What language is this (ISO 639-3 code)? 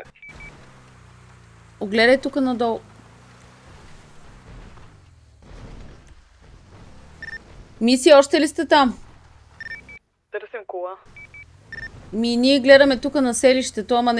bul